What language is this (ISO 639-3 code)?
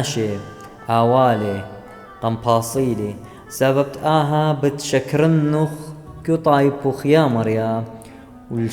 aii